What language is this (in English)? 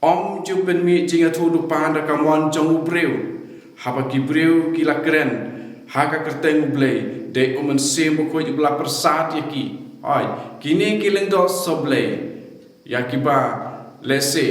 Khasi